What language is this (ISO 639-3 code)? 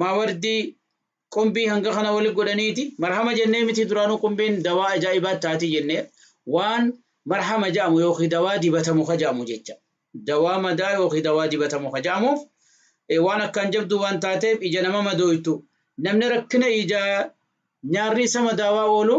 orm